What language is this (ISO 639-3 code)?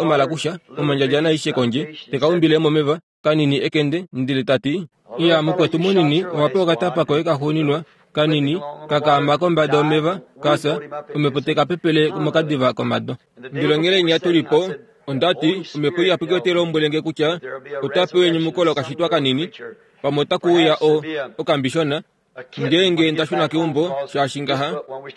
kua